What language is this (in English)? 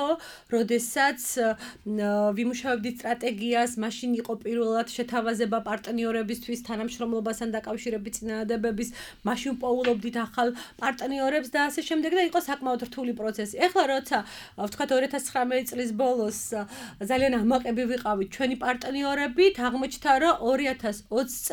Georgian